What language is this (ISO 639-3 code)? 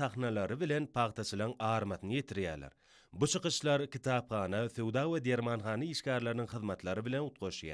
tuk